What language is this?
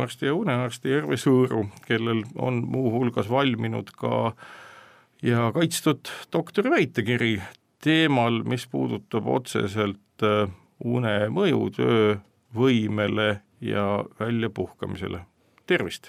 Estonian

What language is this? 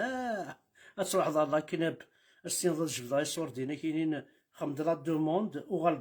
Kabyle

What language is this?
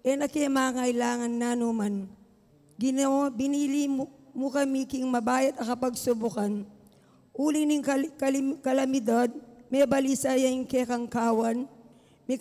Pampanga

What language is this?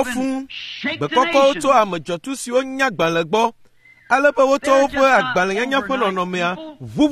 Ewe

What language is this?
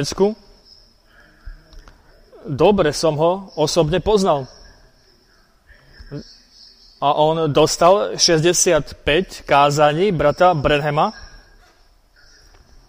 Slovak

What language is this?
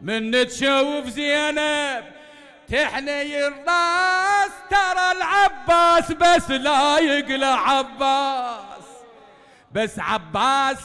Mesopotamian Arabic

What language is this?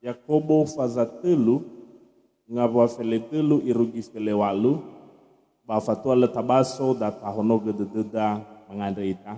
Nias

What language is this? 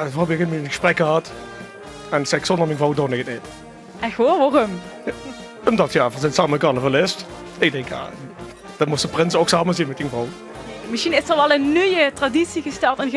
Limburgish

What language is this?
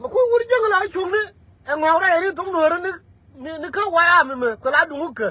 Nuer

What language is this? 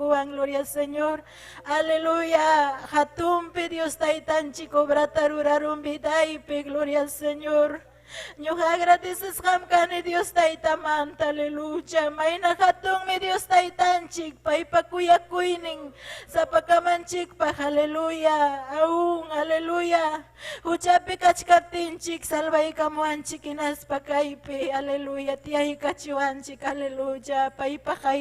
Ayacucho Quechua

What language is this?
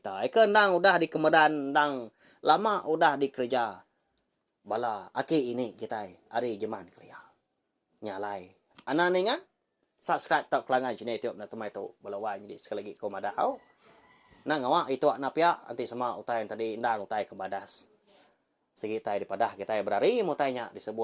Iban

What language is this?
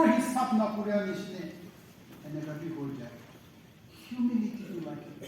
Naga Pidgin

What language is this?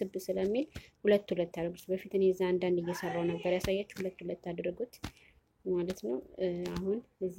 Amharic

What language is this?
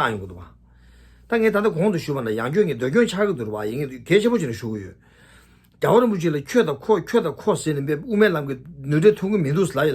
Tibetan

